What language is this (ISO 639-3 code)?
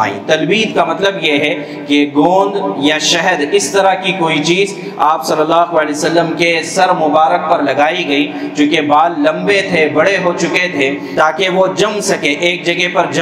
urd